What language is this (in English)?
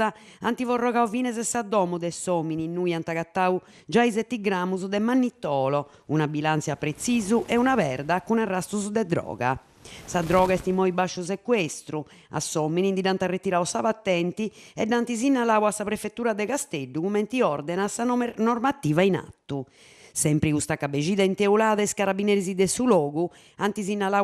Sardinian